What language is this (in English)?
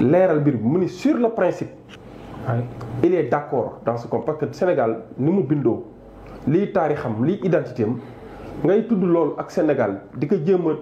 Wolof